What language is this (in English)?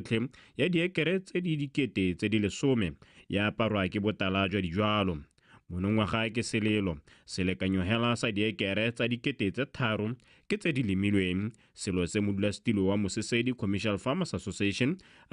Tswana